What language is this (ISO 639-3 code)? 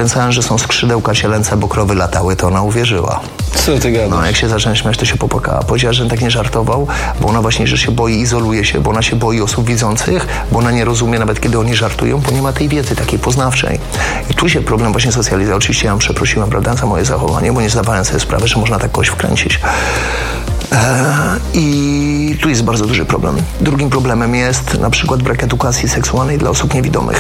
pol